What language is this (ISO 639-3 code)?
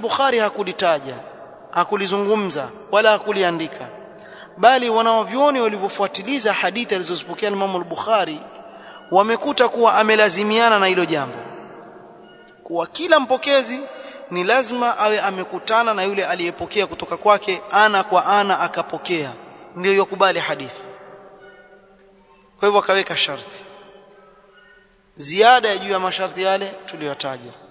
swa